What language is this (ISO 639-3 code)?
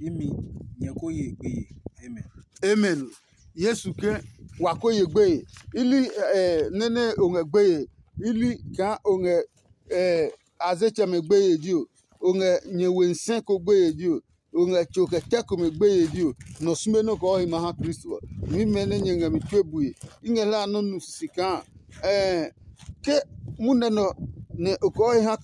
ada